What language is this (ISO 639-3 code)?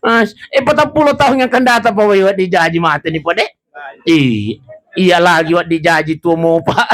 bug